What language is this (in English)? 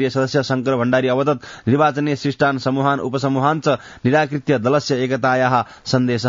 Sanskrit